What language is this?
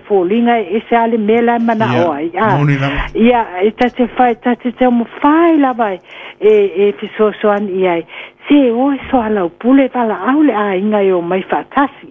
Samoan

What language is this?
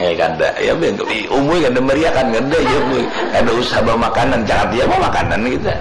Banjar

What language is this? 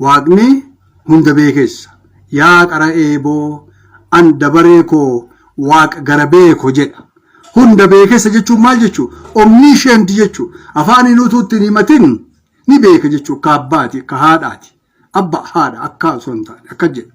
Oromo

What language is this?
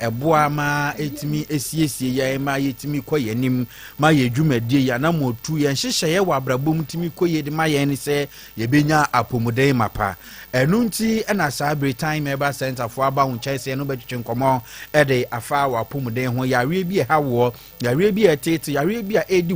Akan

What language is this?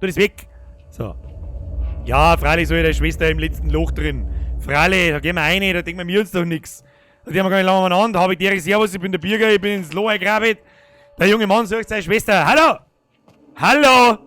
Bavarian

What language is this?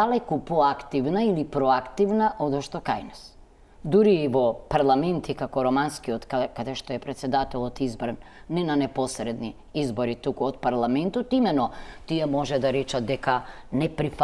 Macedonian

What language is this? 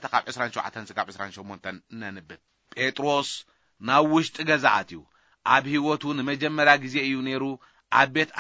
Tigrinya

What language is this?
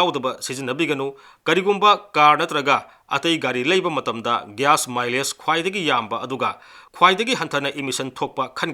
Manipuri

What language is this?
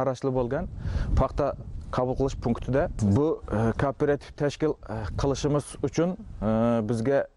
Uzbek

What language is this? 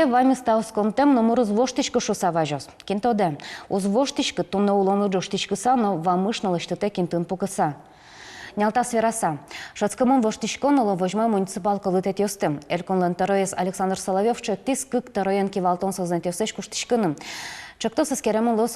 Udmurt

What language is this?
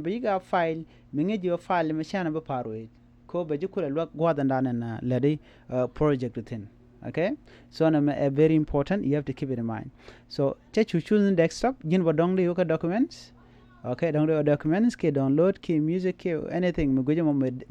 Nuer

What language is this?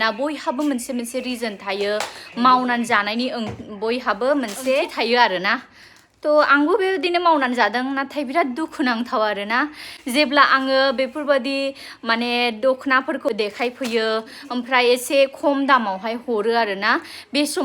Bodo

